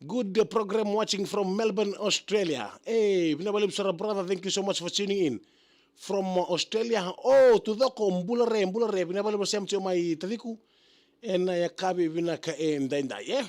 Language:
Fijian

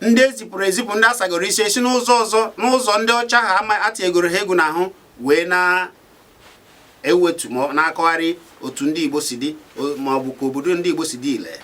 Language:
Igbo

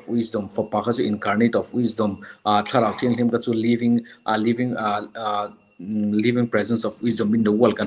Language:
Mizo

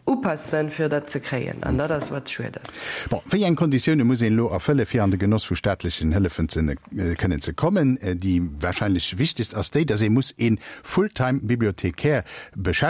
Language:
Luxembourgish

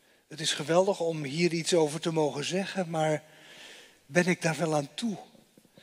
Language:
Dutch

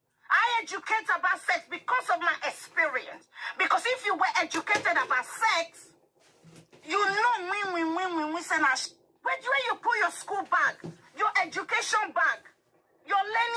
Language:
Nigerian Pidgin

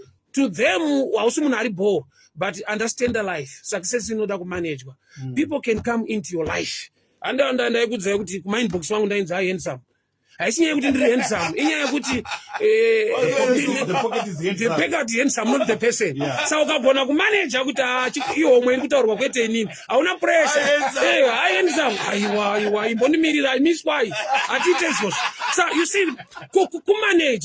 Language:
Shona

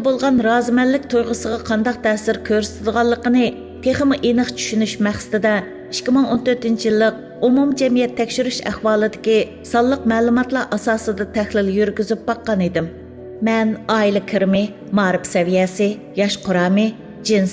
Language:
Uyghur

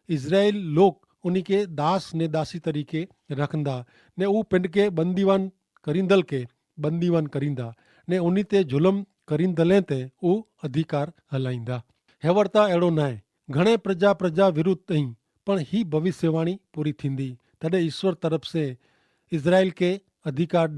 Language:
Kachhi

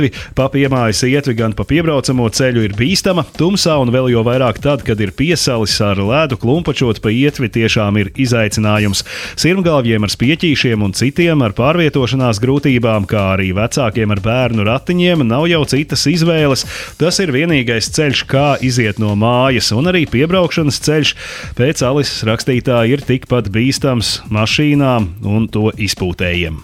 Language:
Latvian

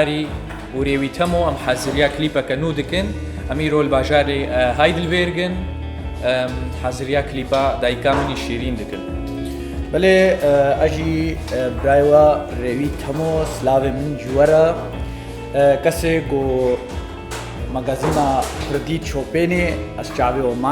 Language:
Kurdish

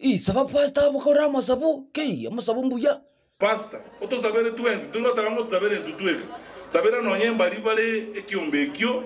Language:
Gusii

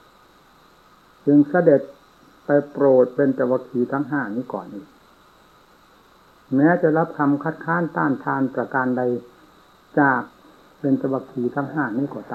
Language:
Thai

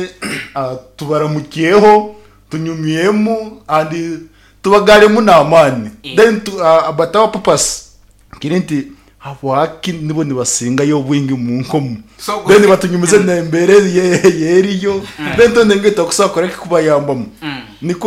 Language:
Nyankole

